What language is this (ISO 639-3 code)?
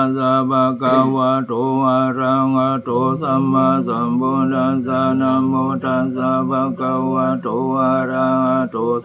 pli